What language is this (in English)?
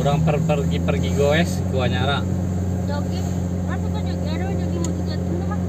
Minangkabau